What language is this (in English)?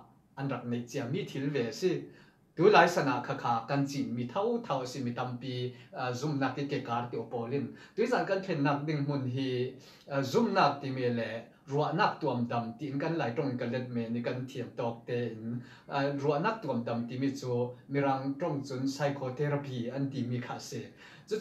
Falam Chin